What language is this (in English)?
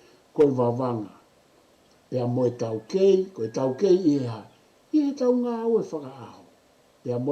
Tongan